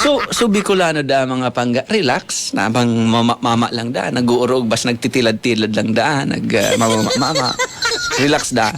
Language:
Bikol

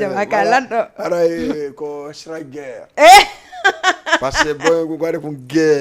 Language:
Fula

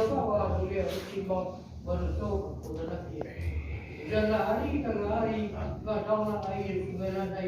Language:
Minangkabau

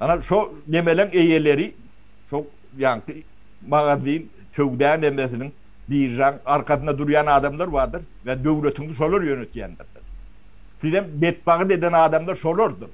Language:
Turkmen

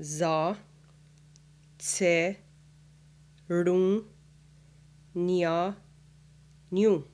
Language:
Mohawk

